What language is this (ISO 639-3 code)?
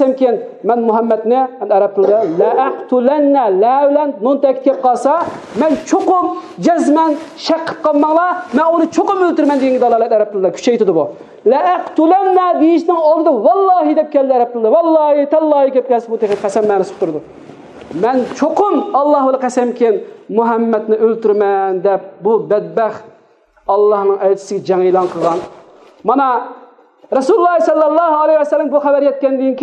uig